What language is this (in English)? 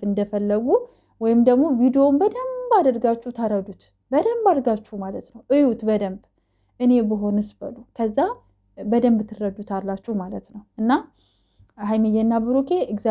Amharic